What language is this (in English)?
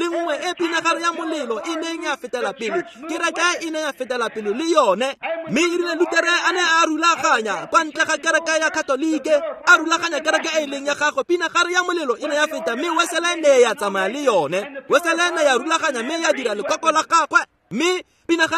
Tswana